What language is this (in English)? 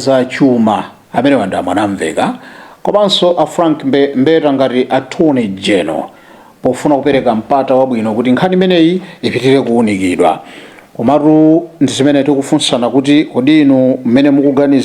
Nyanja